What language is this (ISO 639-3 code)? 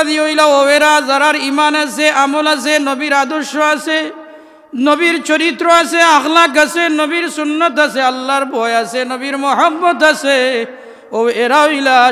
syl